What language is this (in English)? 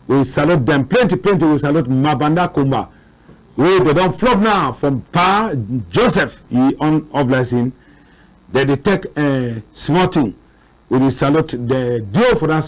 Cameroon Pidgin